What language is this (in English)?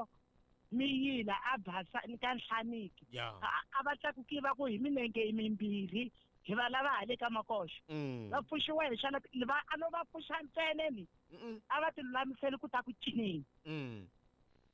Tsonga